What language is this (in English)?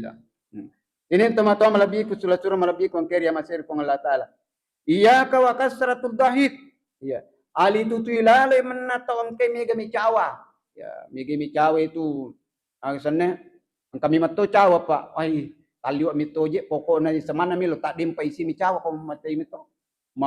Buginese